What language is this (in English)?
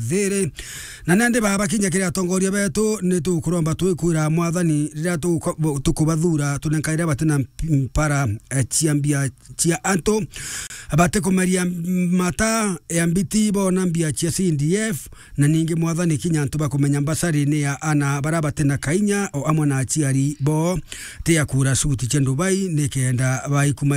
Meru